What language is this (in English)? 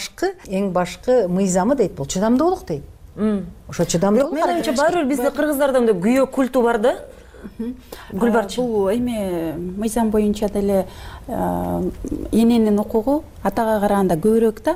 Kyrgyz